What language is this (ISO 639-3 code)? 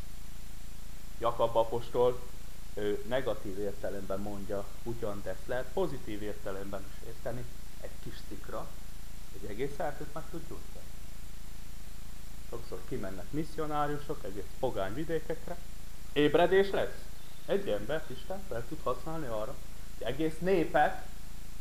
hun